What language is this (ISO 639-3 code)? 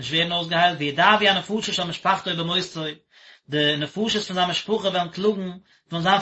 yid